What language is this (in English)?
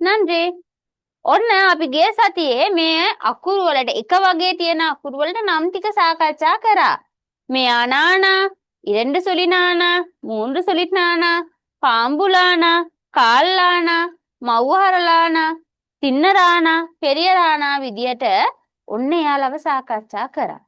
Sinhala